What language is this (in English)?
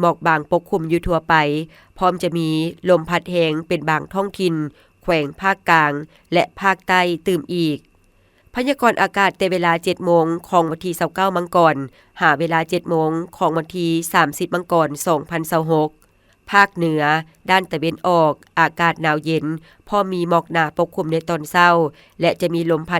Lao